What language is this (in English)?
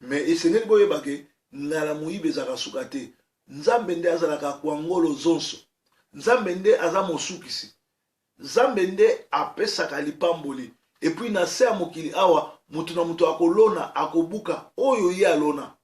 Lingala